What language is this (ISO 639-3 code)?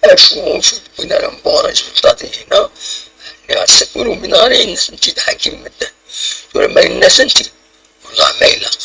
kab